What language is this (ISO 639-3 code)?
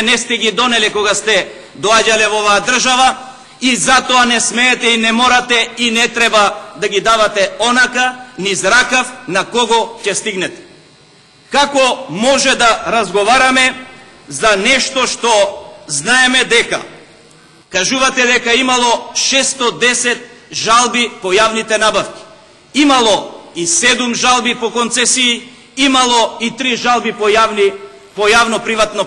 mkd